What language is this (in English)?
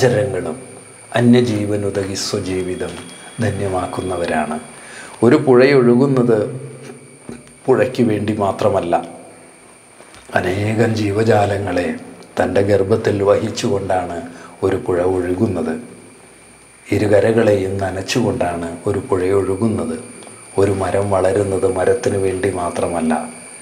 Malayalam